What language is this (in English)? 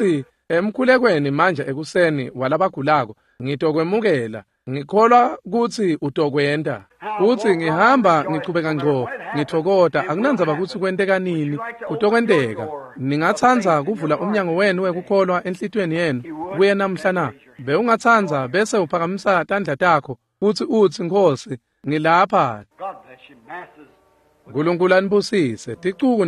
Swati